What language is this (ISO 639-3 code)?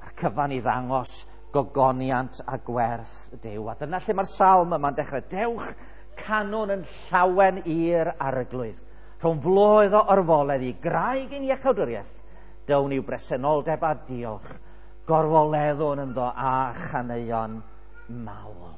cym